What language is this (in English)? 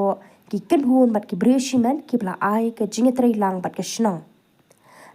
Khasi